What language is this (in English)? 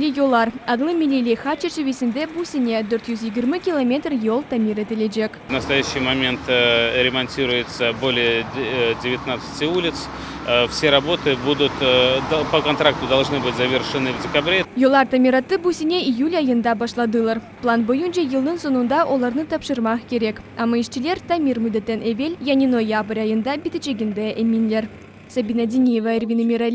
Crimean Tatar